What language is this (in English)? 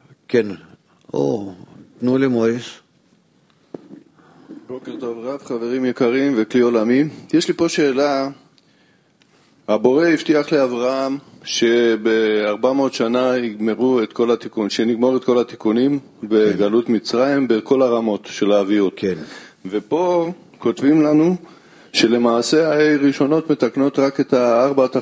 Hebrew